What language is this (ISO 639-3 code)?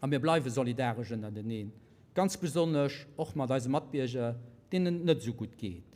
ltz